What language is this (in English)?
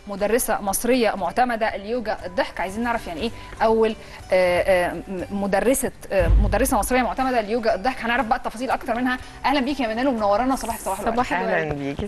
Egyptian Arabic